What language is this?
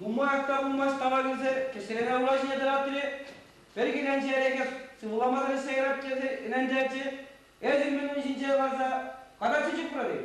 Chuvash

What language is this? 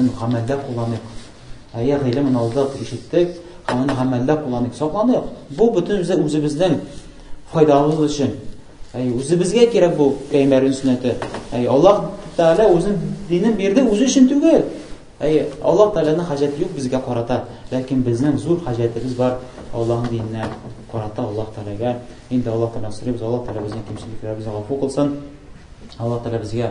Tatar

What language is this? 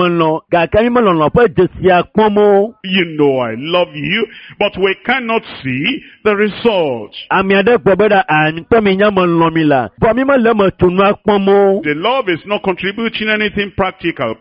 Ewe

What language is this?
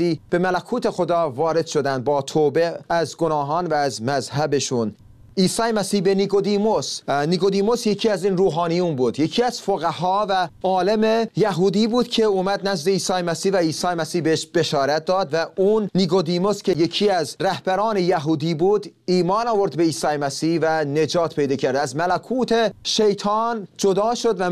Persian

